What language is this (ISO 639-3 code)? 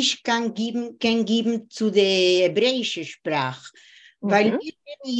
yid